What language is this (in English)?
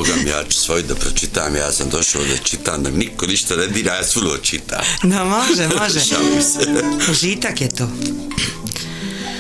Bosnian